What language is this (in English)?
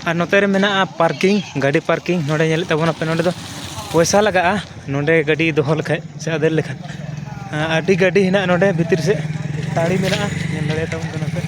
Santali